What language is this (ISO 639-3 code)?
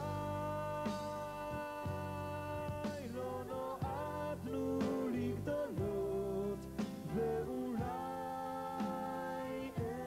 heb